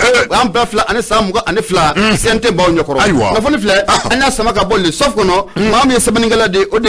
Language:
Bambara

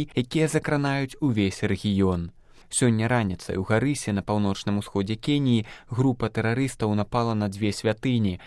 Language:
Belarusian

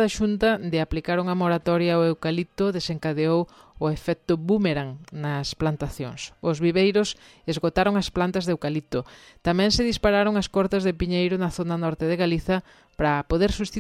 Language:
Galician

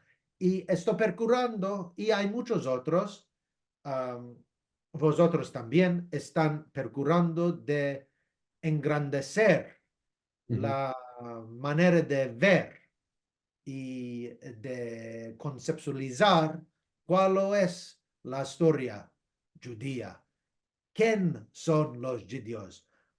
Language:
Ladino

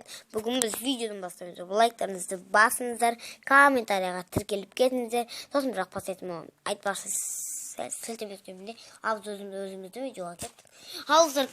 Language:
Kazakh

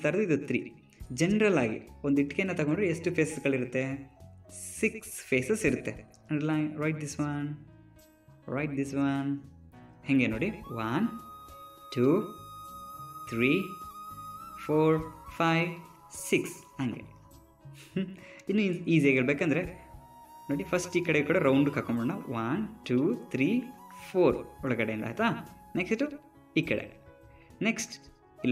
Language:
Kannada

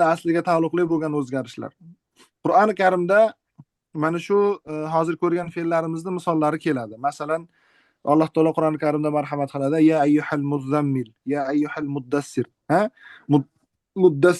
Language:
Uzbek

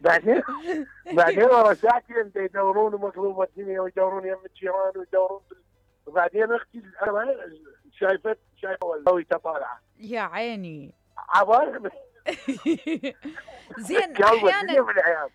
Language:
Mesopotamian Arabic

